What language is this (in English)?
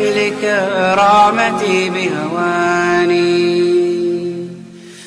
Bosnian